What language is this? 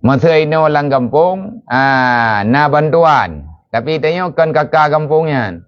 Achinese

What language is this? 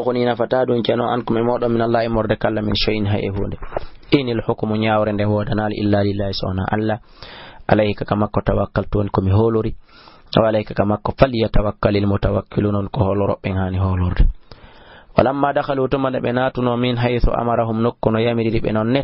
Fula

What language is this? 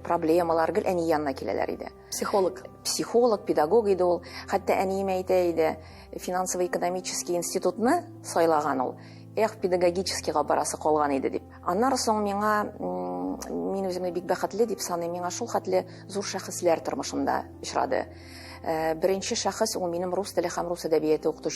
Tatar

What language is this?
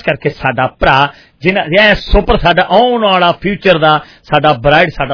Punjabi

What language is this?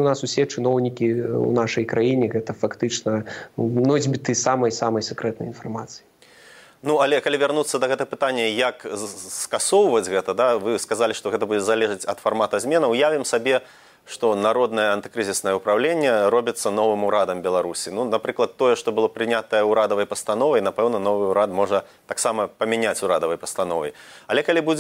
Belarusian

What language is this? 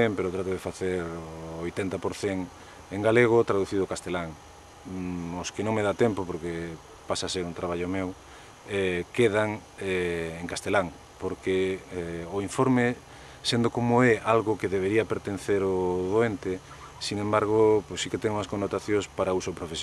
Galician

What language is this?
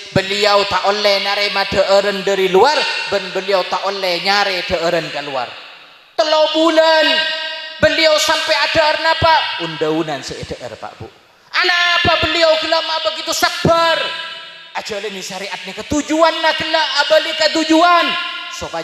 Madurese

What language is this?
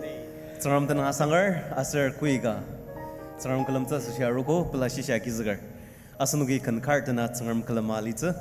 Ao Naga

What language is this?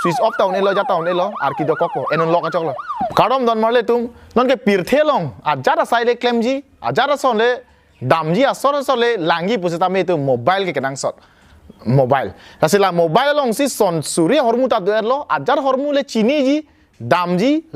Karbi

